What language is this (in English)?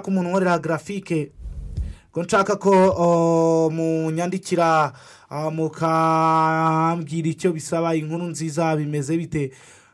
Kinyarwanda